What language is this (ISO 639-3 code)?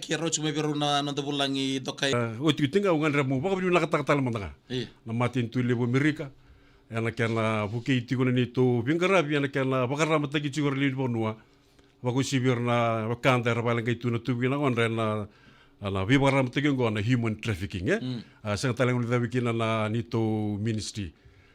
fij